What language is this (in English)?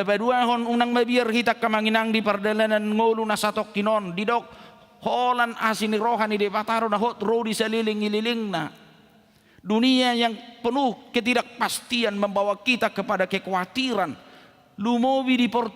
Batak Toba